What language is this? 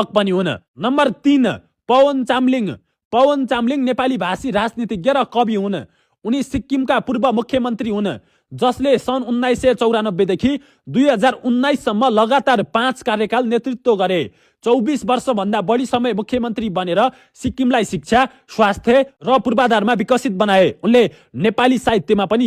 Nepali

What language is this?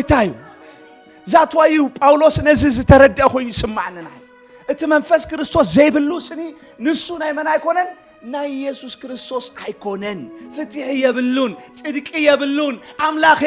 Tigrinya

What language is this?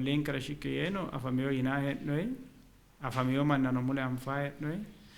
Sidamo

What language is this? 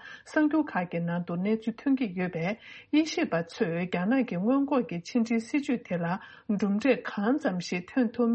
Tibetan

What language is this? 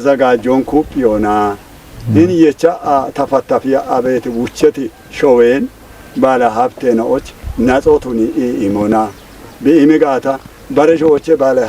Kafa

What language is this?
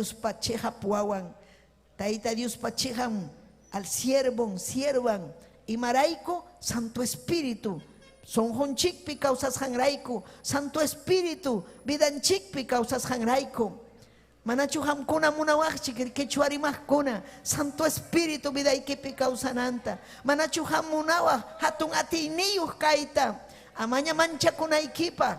Ayacucho Quechua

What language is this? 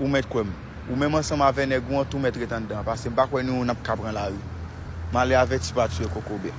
Haitian Creole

